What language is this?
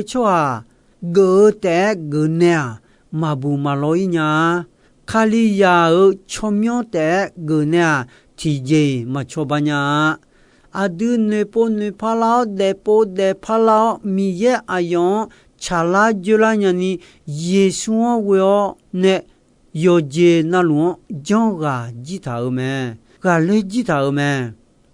Akha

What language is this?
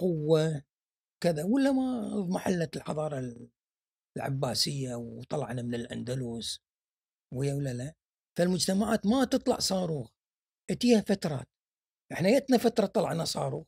Gulf Arabic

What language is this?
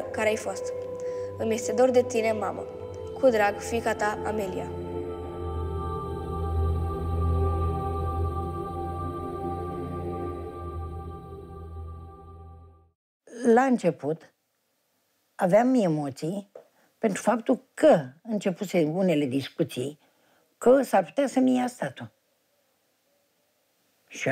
Romanian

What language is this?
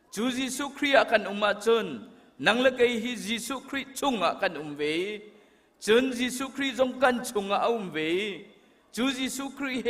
Hakha Chin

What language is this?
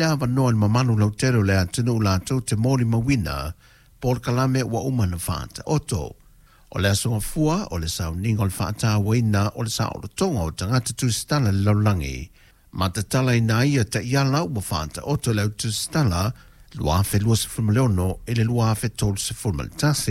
Samoan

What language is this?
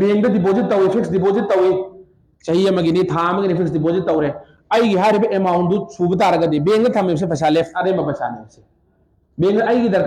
Manipuri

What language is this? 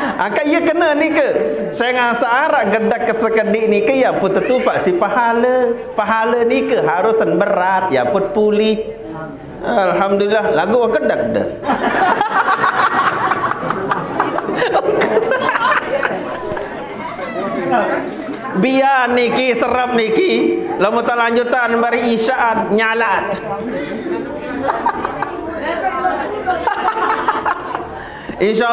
Sasak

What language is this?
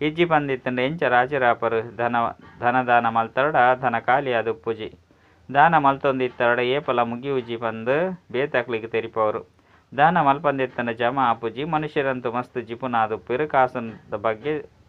Tulu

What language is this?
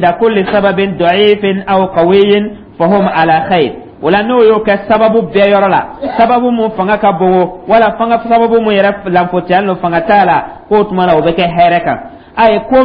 Dyula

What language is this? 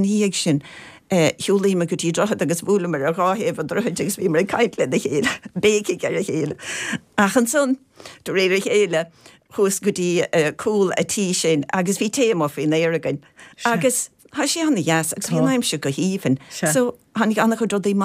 Irish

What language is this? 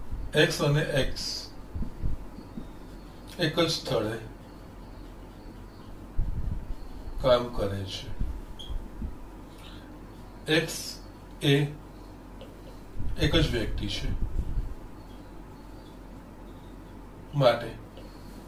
Gujarati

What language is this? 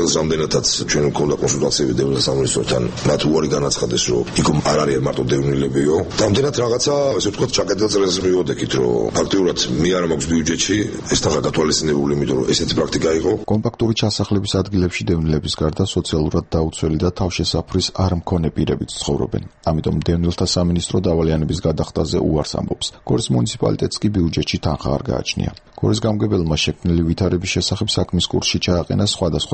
Georgian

